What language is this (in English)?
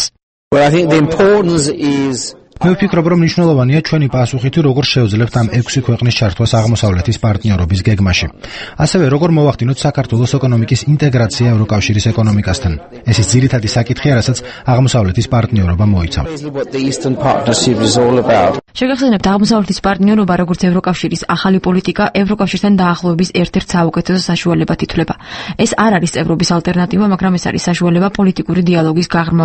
Georgian